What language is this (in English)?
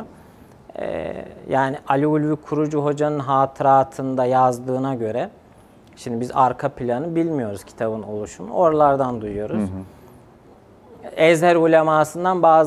Turkish